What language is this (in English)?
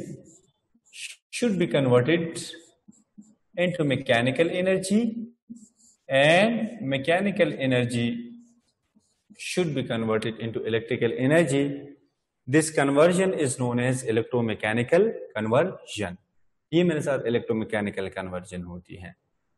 Hindi